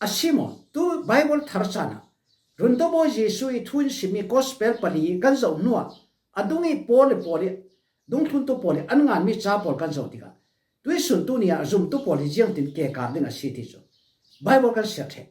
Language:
Falam Chin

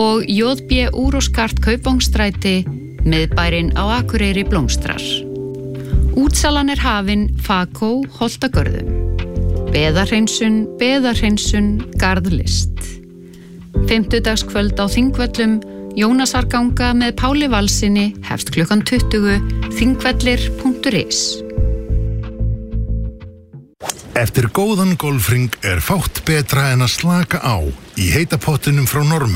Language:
Icelandic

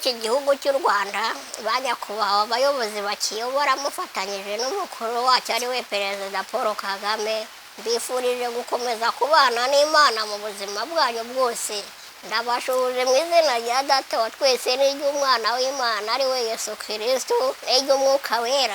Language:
Kinyarwanda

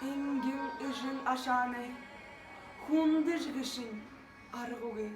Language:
Buriat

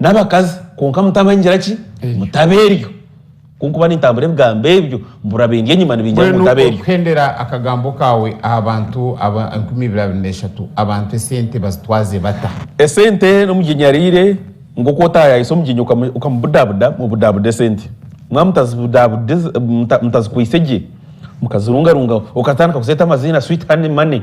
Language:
Nyankole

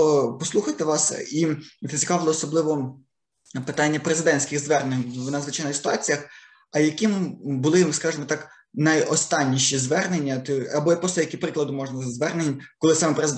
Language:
Ukrainian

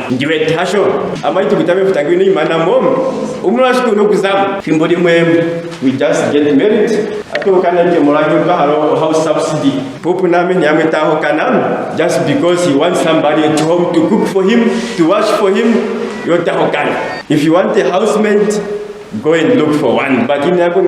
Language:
Ndonga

